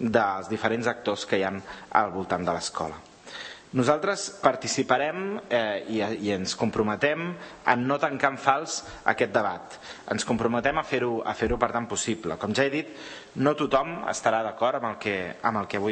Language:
Catalan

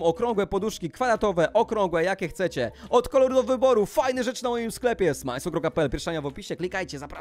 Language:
Polish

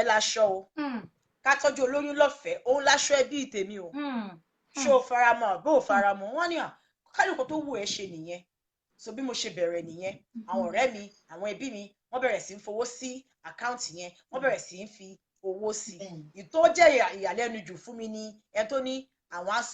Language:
Yoruba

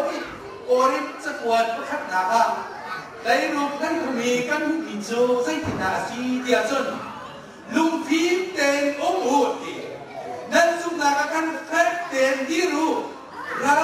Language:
Hakha Chin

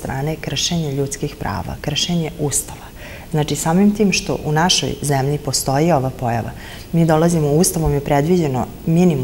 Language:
Serbian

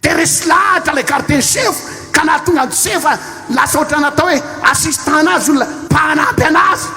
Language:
Malagasy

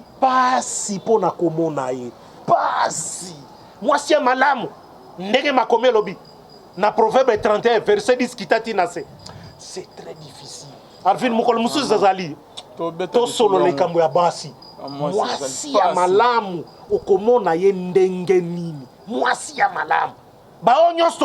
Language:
Lingala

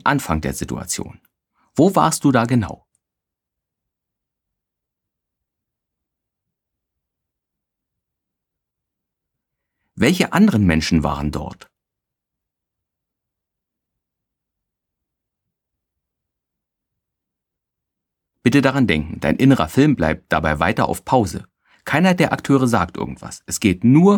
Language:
German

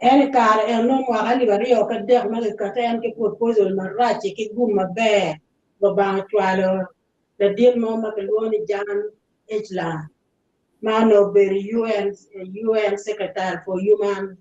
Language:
Acoli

